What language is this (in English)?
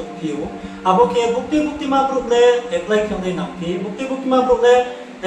Riang (India)